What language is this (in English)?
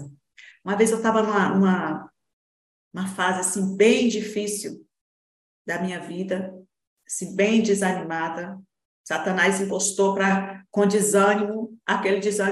Portuguese